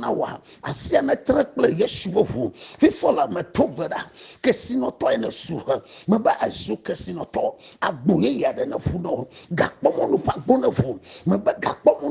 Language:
Ewe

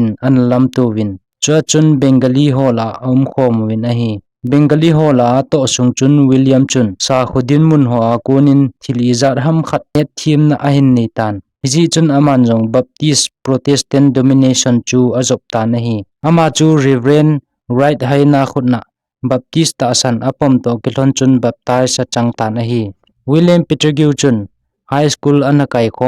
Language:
Thado Chin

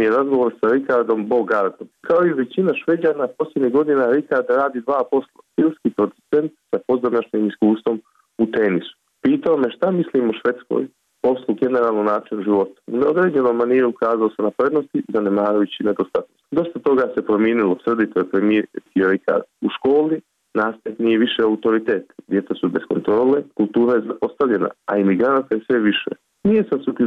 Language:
Bosnian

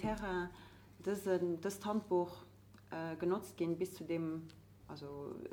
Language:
Luxembourgish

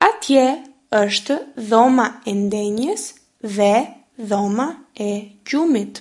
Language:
Albanian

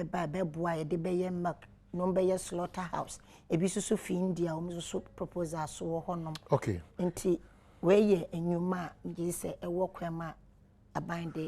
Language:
Akan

